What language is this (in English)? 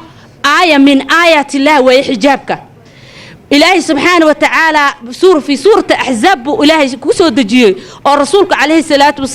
Somali